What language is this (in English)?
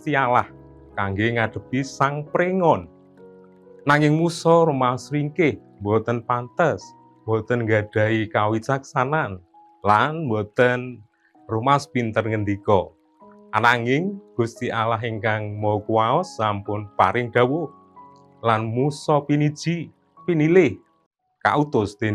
Javanese